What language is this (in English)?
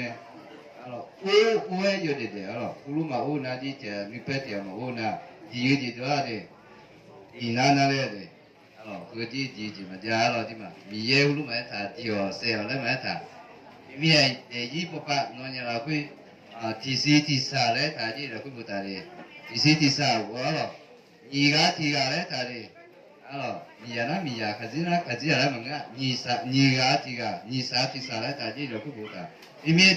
Akha